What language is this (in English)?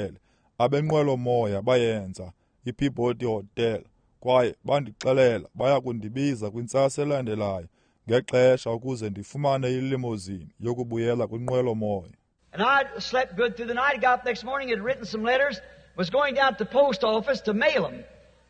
Xhosa